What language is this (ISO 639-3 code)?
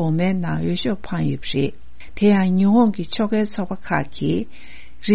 bod